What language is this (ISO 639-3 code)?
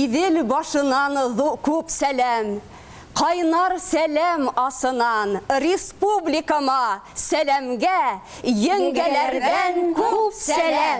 bak